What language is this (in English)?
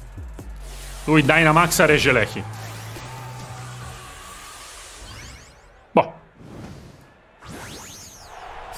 Italian